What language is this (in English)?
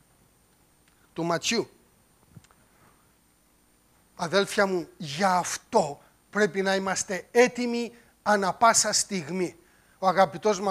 Greek